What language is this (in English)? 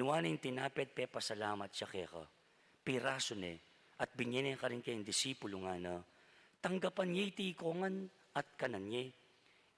Pampanga